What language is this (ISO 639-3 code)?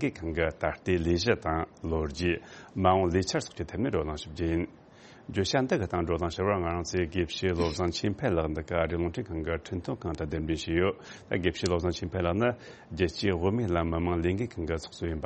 bod